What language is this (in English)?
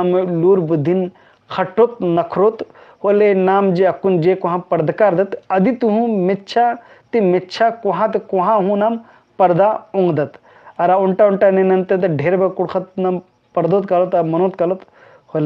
Kurukh